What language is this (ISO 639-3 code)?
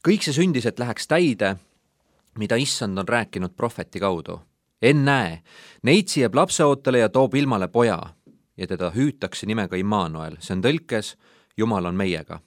est